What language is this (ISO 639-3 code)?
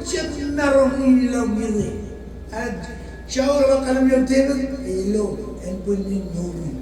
mah